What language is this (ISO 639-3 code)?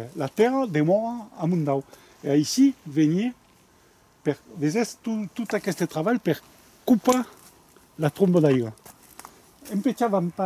oci